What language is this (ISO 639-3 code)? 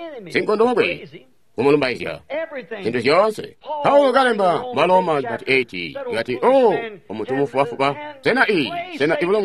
toi